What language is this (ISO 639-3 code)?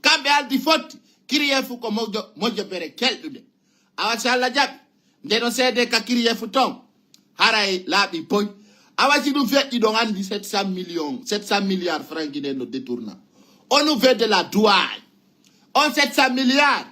ful